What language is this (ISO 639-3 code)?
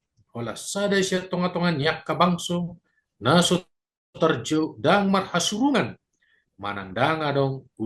bbc